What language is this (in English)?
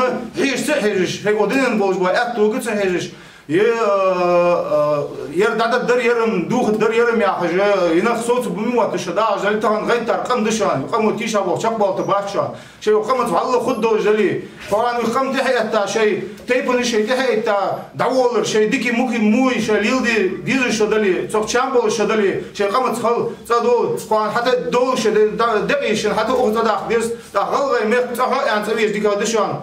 Ingush